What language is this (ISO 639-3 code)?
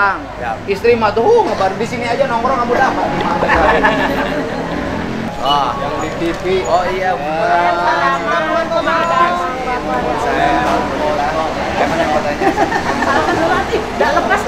ind